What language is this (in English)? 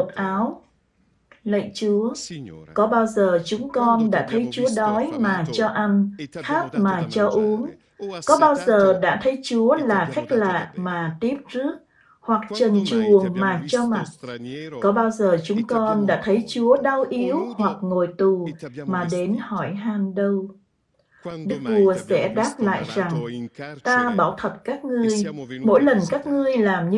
Vietnamese